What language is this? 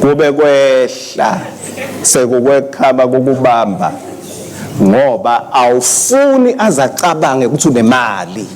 Swati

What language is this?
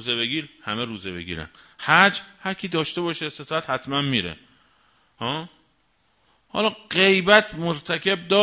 Persian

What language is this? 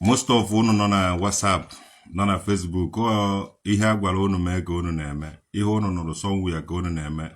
Igbo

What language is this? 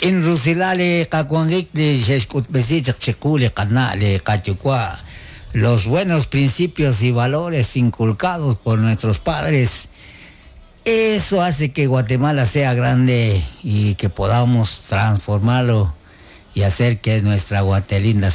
Kekchí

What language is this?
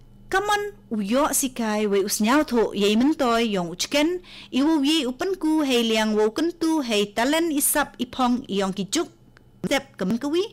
Khasi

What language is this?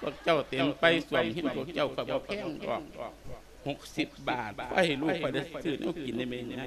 Lao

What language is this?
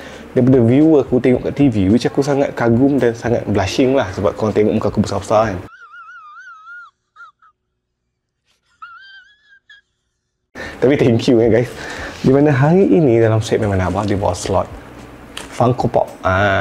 Malay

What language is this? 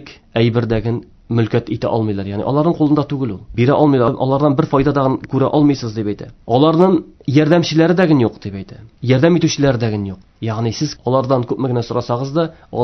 Tatar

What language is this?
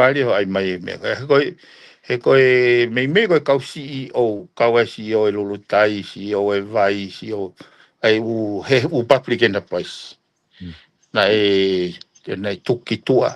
Tongan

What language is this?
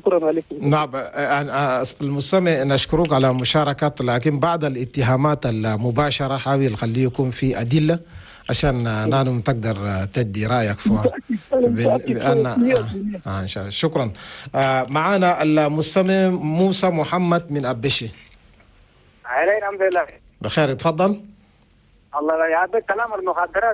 Chadian Arabic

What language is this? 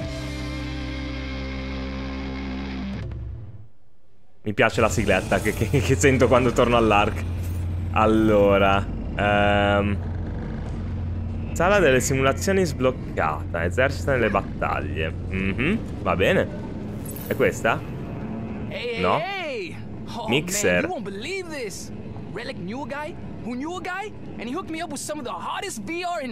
Italian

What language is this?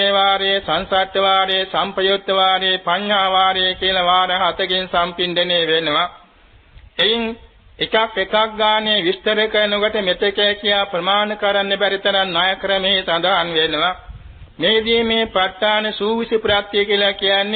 Sinhala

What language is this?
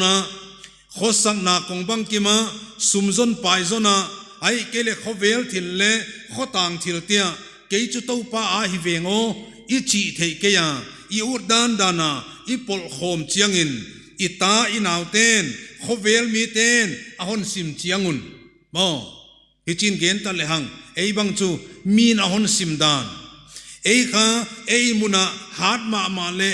Paite Chin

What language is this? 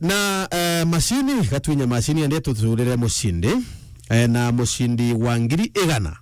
Meru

